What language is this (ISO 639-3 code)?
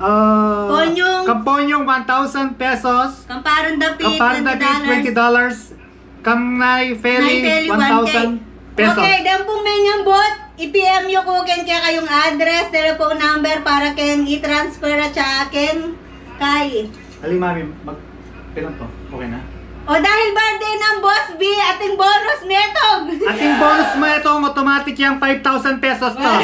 pam